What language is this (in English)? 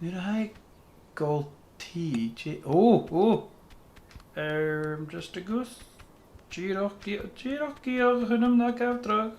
Scottish Gaelic